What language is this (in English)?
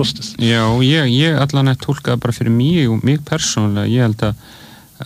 Icelandic